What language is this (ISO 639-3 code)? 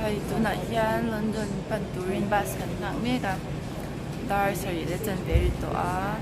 lus